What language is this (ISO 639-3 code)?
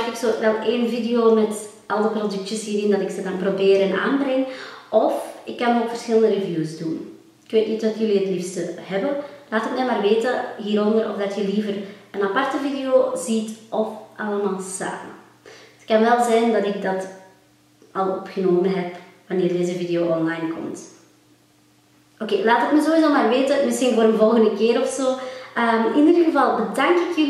nld